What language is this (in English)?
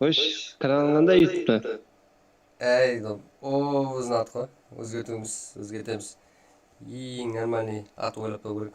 Kara-Kalpak